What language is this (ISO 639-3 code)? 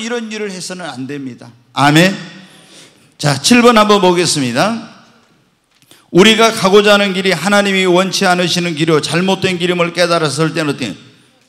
kor